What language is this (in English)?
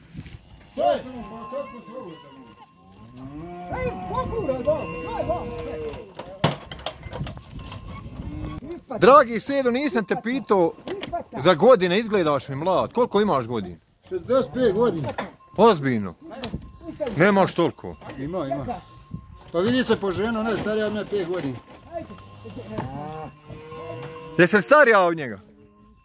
Bosnian